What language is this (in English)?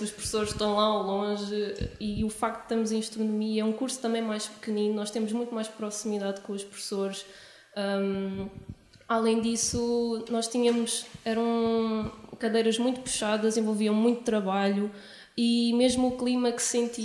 Portuguese